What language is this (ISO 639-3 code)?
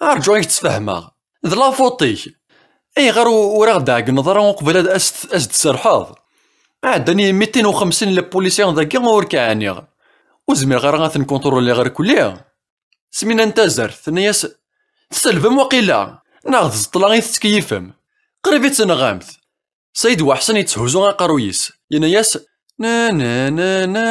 kab